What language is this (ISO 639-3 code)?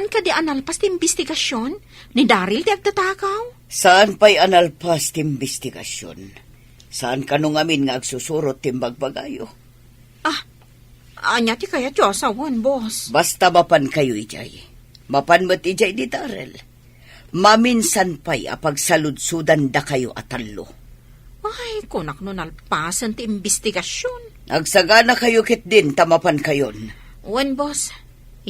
ilo